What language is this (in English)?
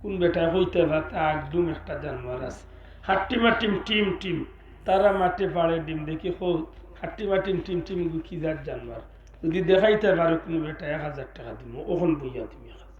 Sylheti